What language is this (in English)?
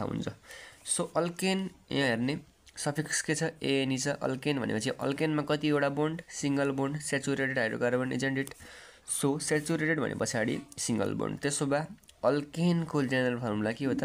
Nepali